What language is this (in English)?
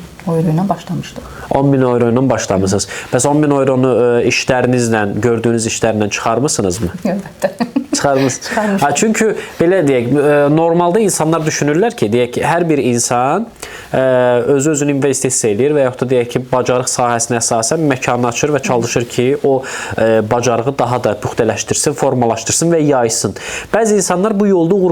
Azerbaijani